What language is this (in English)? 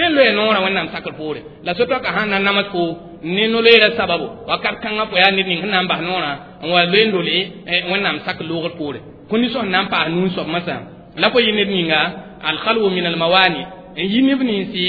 Mossi